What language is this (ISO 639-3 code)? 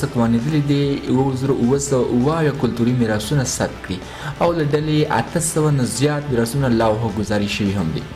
pus